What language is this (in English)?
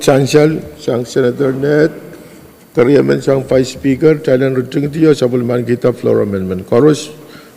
Pohnpeian